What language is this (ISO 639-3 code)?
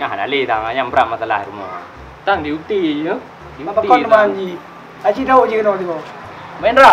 ace